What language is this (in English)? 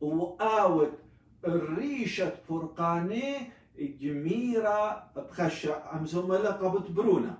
Assyrian Neo-Aramaic